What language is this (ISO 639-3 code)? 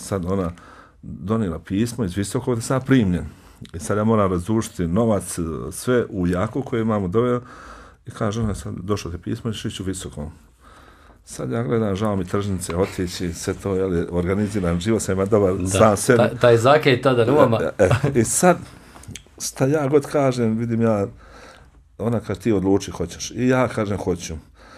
bos